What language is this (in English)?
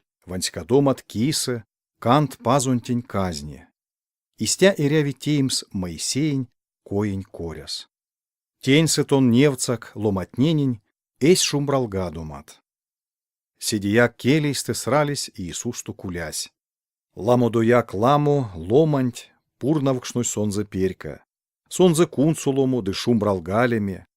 Erzya